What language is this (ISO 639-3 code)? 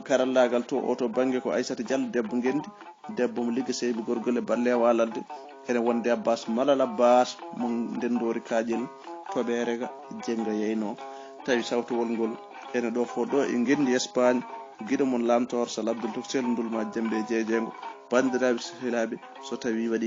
ful